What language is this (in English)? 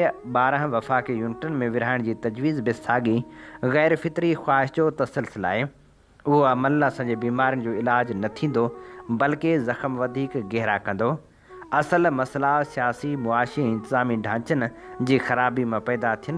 Sindhi